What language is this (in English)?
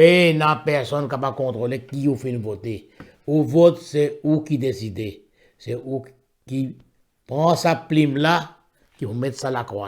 Morisyen